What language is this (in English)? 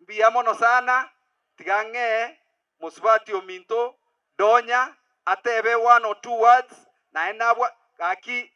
Gusii